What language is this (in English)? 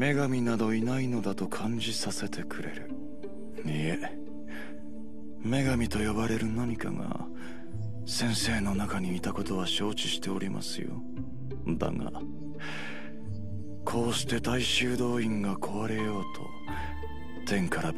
Japanese